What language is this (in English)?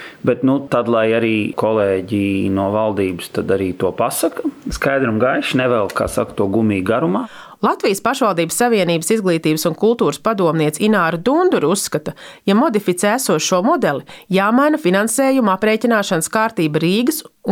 Latvian